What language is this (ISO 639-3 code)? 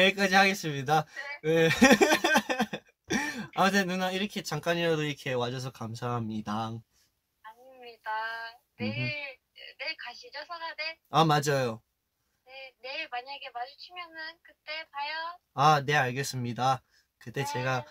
kor